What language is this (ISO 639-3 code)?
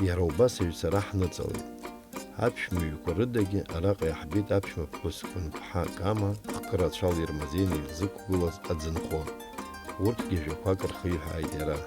abk